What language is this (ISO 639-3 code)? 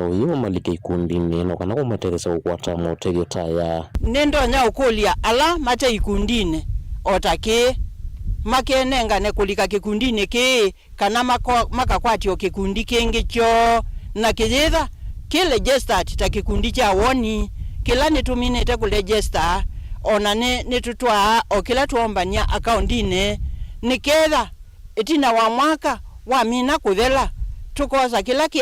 kam